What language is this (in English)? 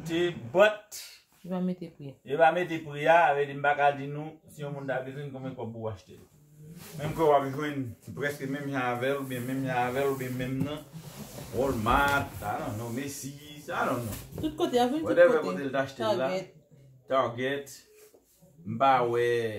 Haitian Creole